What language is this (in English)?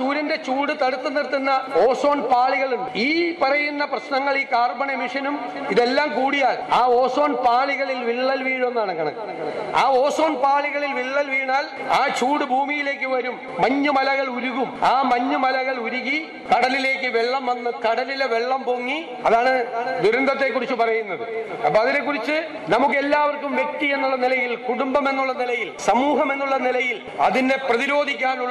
Malayalam